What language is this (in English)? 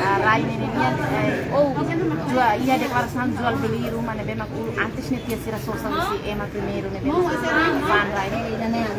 Tetum